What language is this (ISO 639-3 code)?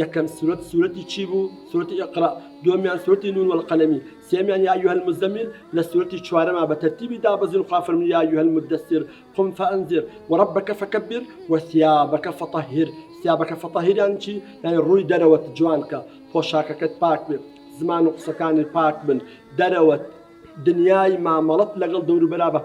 ckb